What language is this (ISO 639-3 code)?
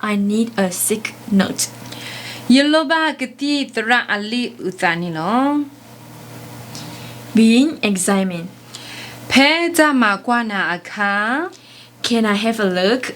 ksw